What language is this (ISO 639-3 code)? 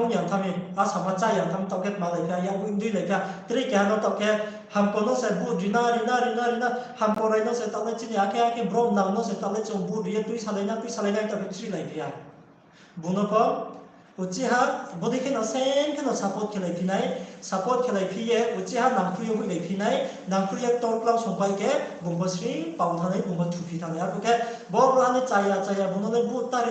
ria